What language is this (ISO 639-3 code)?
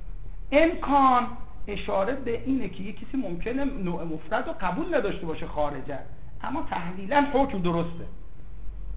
fas